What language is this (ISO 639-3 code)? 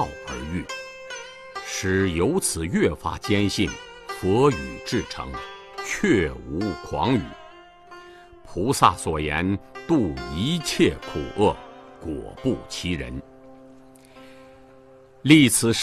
zho